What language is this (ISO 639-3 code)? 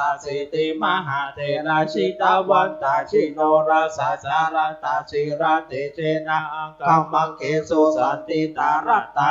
pli